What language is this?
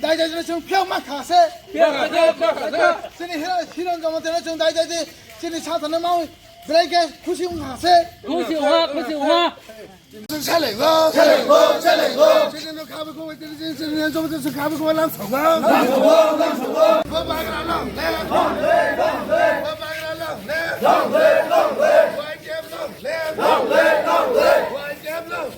Kok Borok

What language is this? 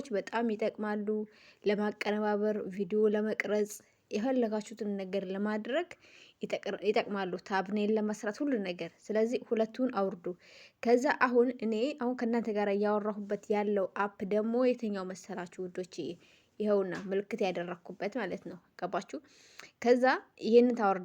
Amharic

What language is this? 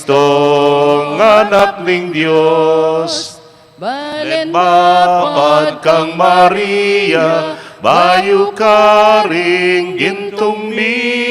Pampanga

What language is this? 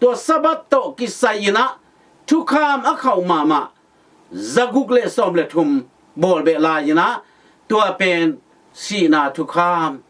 Tedim Chin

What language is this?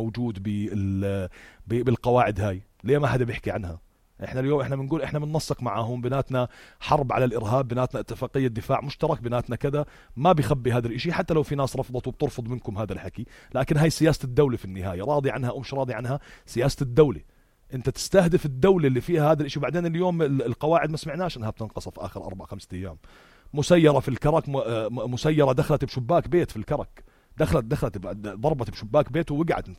North Levantine Arabic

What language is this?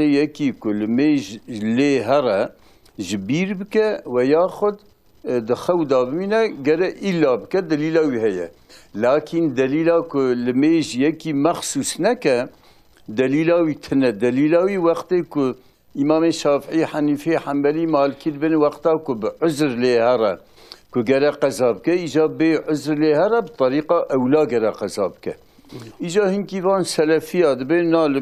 Kurdish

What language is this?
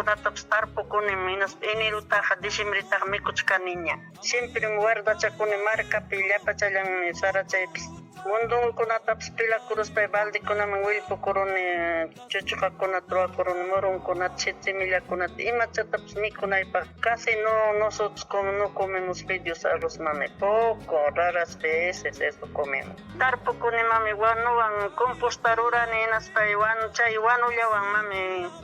Ayacucho Quechua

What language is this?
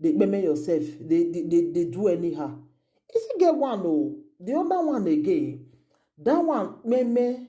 Nigerian Pidgin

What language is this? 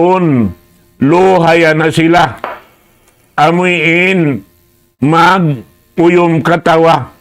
Tausug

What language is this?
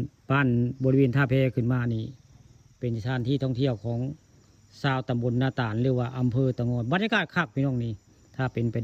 Northeastern Thai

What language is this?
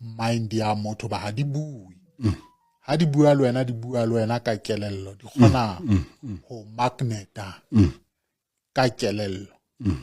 Southern Sotho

